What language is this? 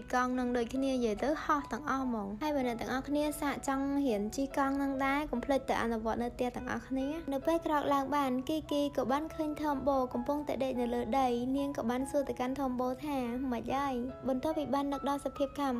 Khmer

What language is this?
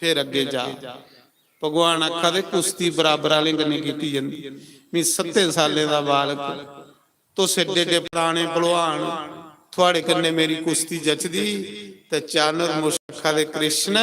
Dogri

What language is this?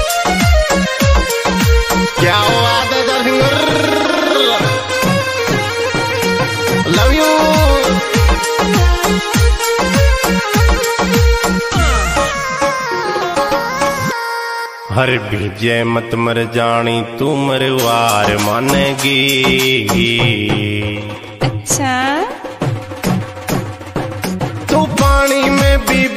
Rajasthani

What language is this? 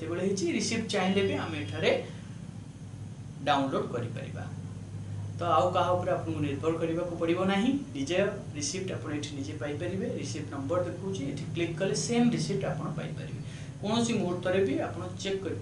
Odia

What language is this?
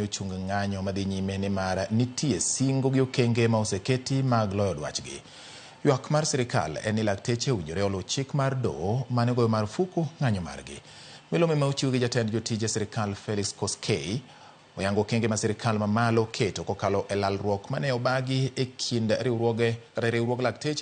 Luo (Kenya and Tanzania)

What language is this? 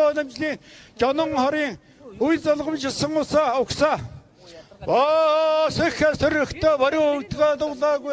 Mongolian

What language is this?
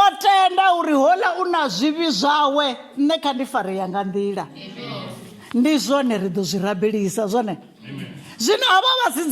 Venda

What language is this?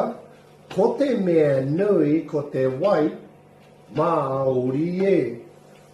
Māori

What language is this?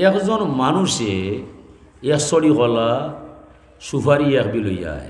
Sylheti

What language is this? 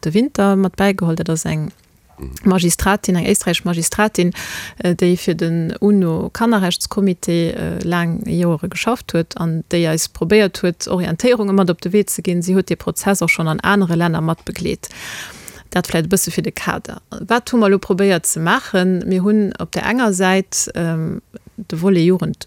Luxembourgish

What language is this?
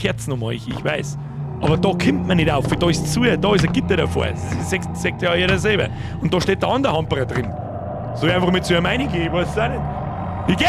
Bavarian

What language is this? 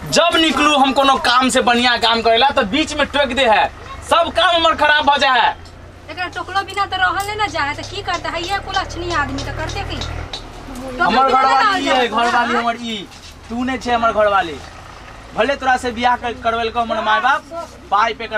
Maithili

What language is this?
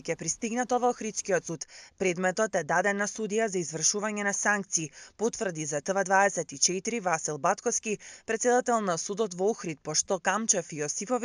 Macedonian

